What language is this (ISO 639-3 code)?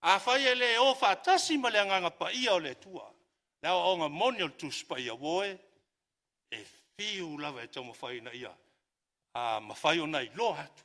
smo